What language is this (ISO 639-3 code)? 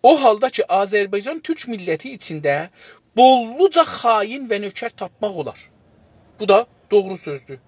azb